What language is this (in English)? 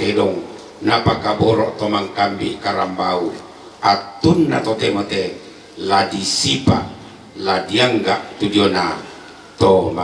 Toraja-Sa'dan